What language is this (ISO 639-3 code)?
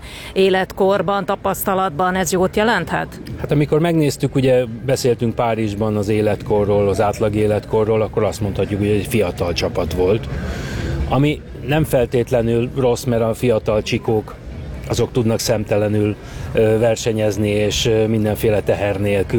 hun